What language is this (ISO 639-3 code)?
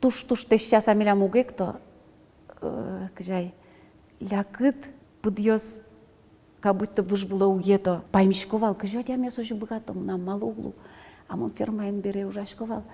udm